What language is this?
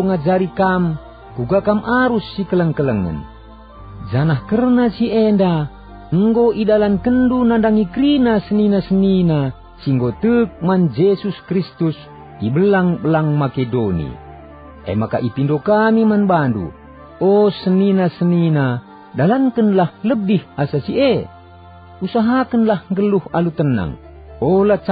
Batak Karo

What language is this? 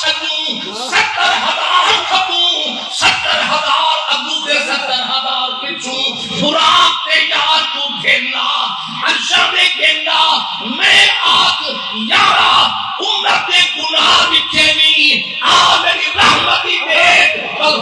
Saraiki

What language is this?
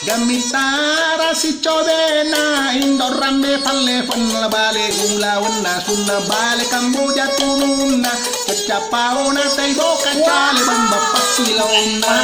Buginese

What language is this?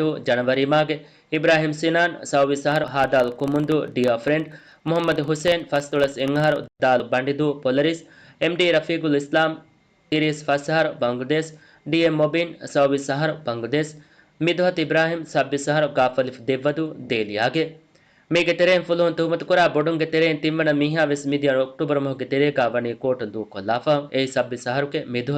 Divehi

